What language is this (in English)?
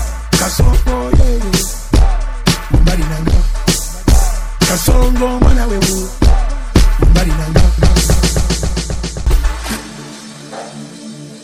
Swahili